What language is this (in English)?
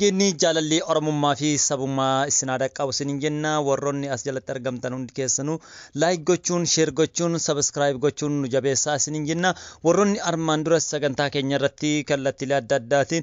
Oromo